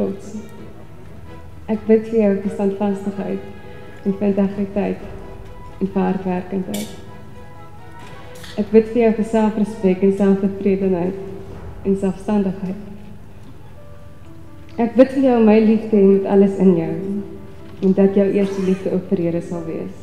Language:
Afrikaans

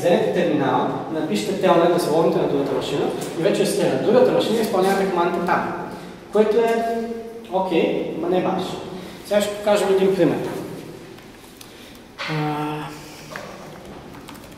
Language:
Bulgarian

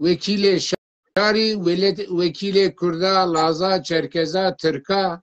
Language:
Zaza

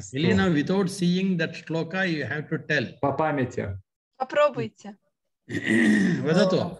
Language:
Sanskrit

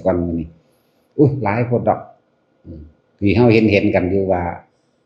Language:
Northeastern Thai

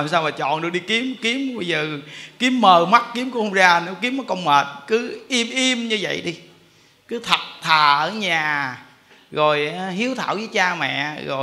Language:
Vietnamese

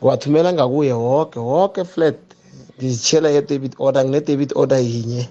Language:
South Ndebele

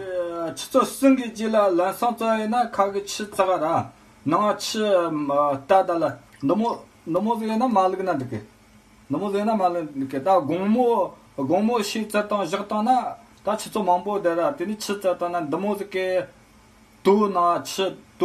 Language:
Tibetan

